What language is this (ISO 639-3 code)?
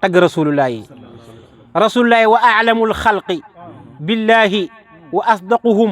wol